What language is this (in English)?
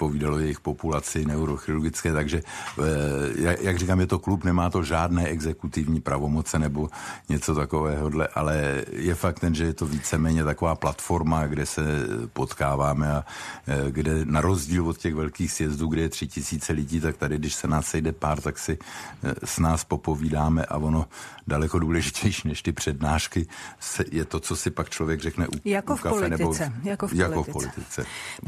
Czech